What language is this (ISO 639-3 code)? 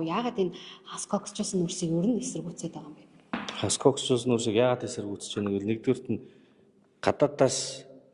mon